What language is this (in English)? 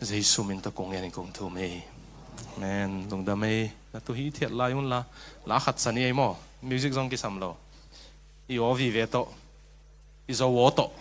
Tedim Chin